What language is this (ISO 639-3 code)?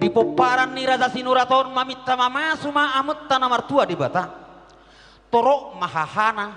bbc